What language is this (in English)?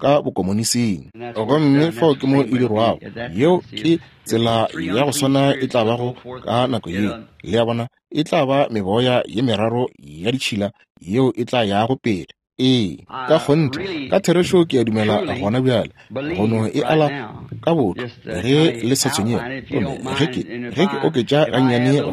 Northern Sotho